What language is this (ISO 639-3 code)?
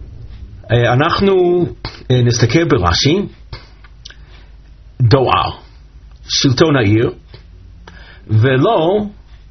heb